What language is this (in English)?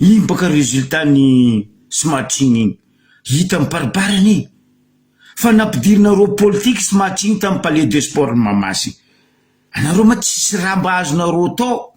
Malagasy